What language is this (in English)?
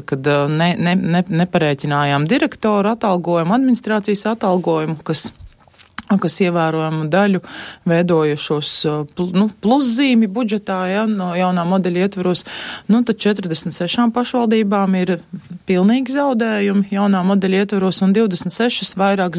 Latvian